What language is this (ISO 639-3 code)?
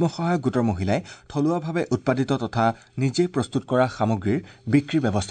asm